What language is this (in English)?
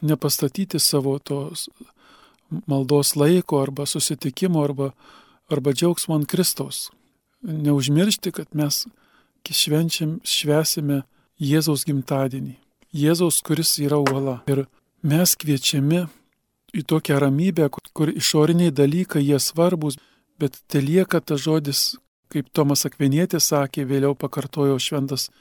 Lithuanian